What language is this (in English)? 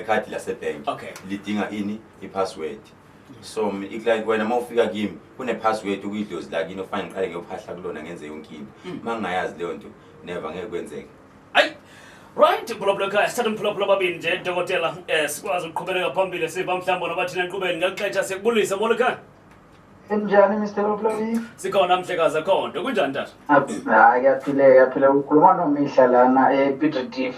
Zulu